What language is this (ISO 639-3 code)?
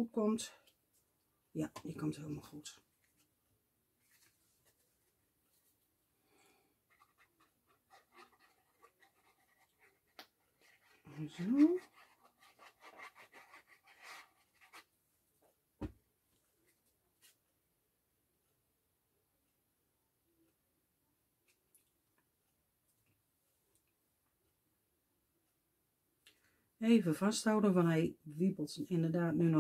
nld